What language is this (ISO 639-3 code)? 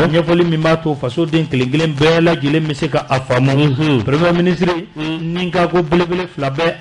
bam